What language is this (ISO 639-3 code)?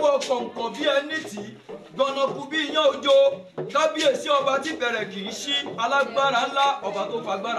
yor